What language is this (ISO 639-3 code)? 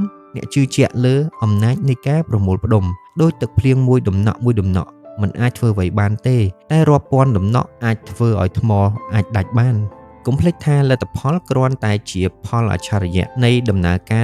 khm